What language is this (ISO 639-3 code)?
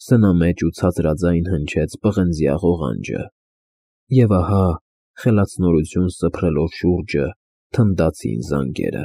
hye